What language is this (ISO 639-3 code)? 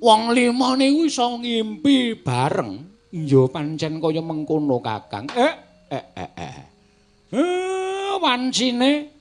jav